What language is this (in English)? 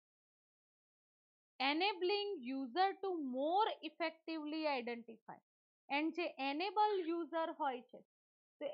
Gujarati